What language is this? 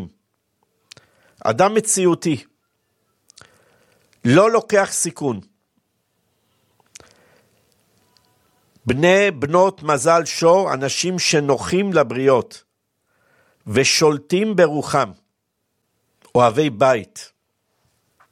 Hebrew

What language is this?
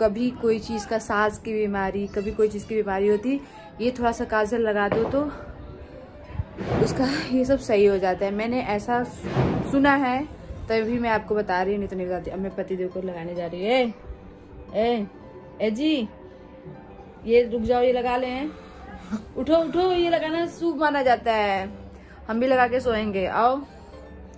Hindi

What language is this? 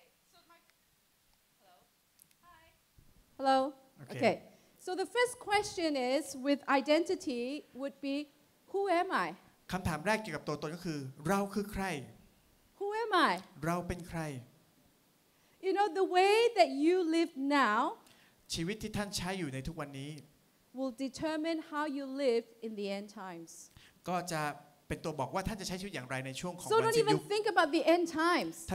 Thai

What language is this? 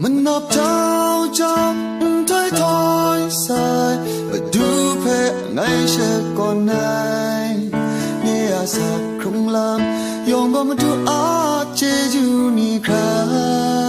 Kachin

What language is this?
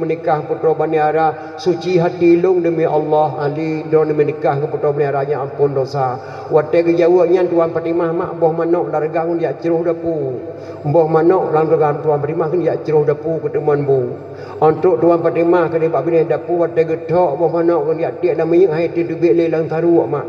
Achinese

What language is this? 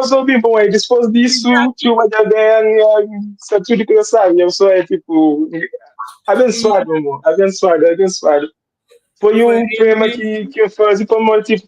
Kabuverdianu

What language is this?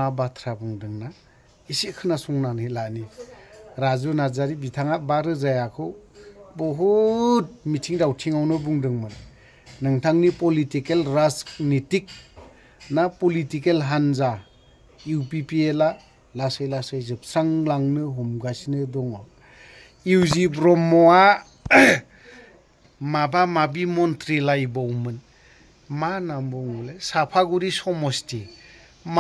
Bodo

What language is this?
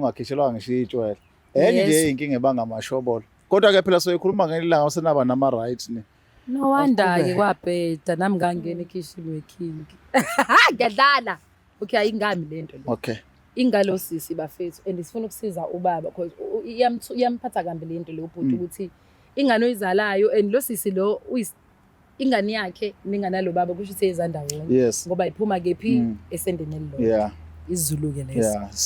Zulu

